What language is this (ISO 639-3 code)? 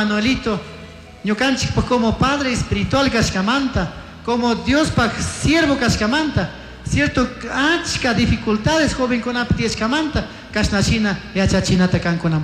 qug